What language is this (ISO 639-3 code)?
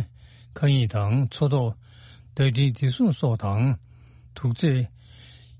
bod